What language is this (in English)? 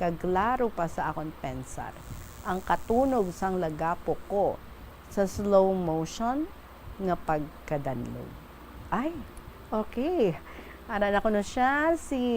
Hiligaynon